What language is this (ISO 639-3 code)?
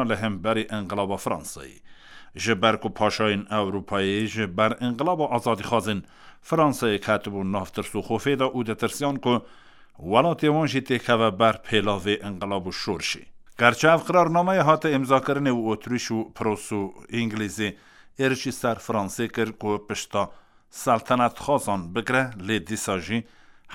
kur